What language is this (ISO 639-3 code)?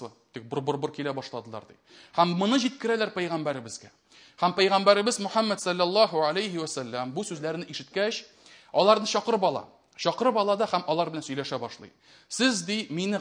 tat